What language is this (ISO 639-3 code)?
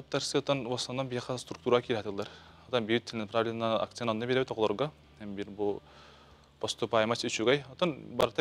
sah